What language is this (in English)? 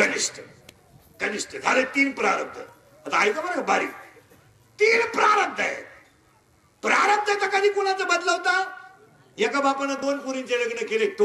Marathi